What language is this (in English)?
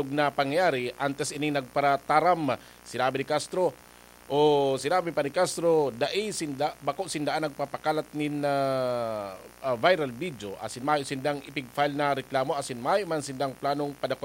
Bikol